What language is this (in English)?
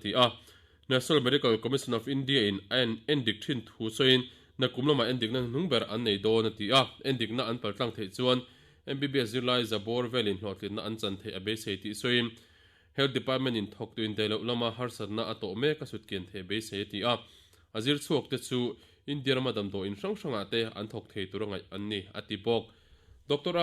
Mizo